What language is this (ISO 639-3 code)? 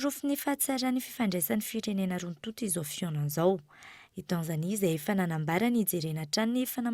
mlg